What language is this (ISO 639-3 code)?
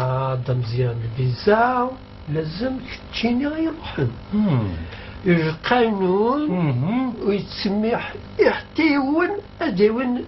kab